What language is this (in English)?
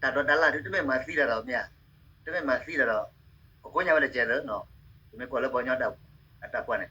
S'gaw Karen